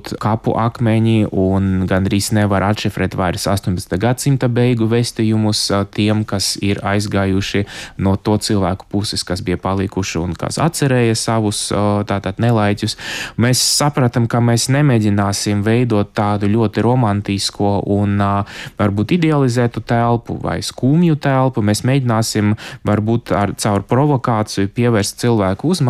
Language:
Latvian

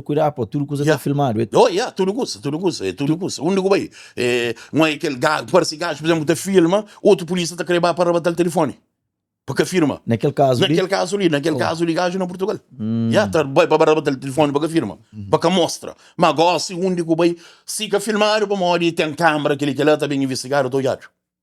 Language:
Kabuverdianu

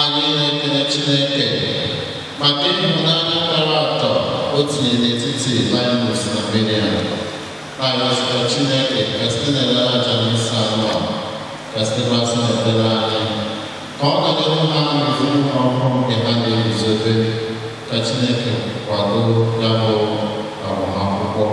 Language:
Igbo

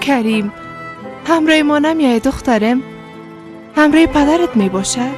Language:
Persian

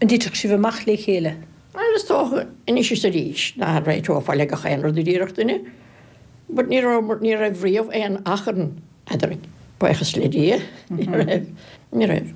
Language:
Irish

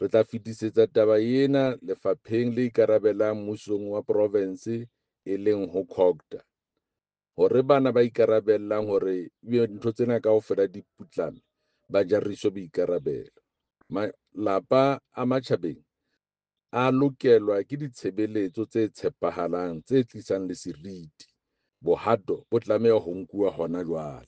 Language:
Southern Sotho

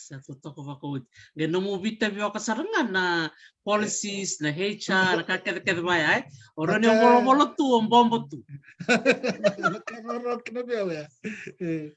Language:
Fijian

